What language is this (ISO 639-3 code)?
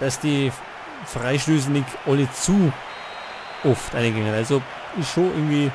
bar